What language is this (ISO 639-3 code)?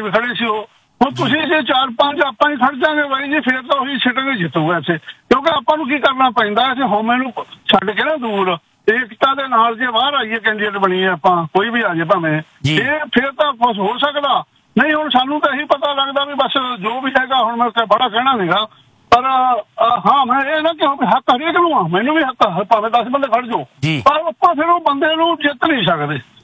pan